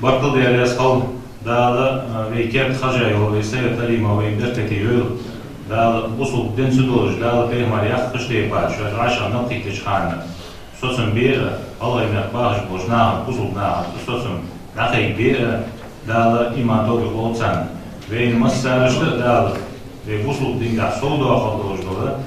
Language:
Ingush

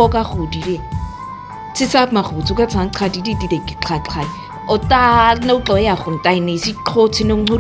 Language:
Nama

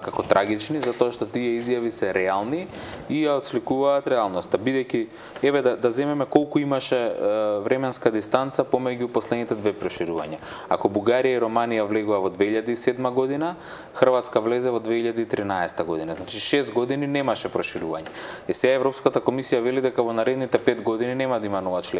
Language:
Macedonian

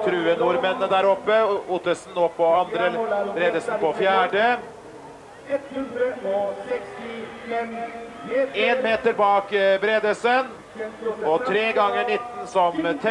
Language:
Norwegian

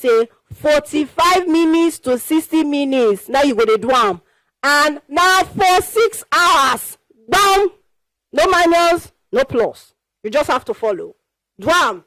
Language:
Nigerian Pidgin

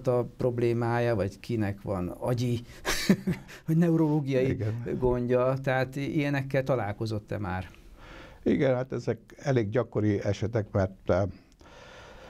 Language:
Hungarian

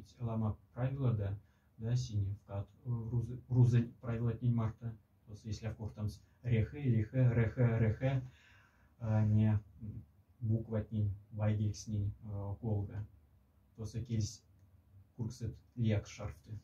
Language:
Moksha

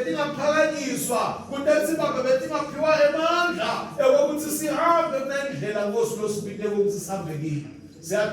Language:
Swati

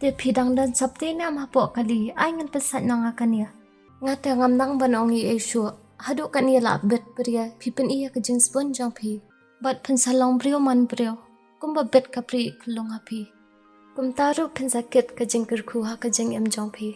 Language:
Khasi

